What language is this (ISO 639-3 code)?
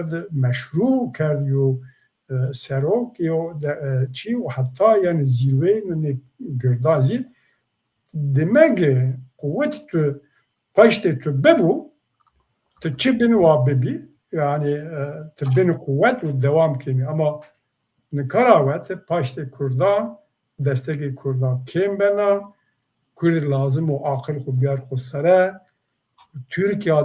zza